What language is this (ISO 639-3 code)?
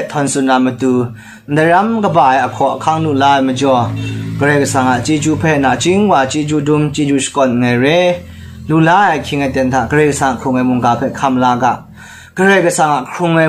kac